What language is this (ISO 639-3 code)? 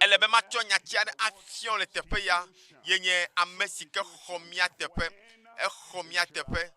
ewe